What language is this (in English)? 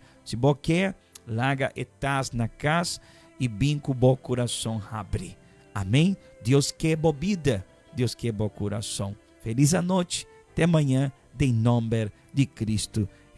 Papiamento